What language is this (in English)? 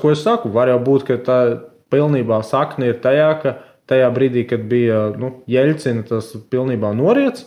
Latvian